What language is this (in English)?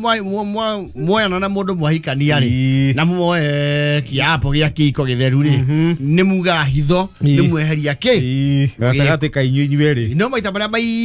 Kikuyu